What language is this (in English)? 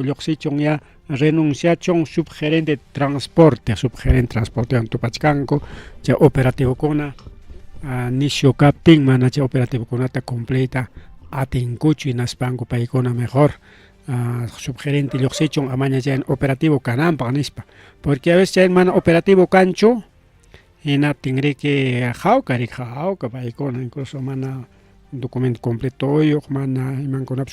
Ayacucho Quechua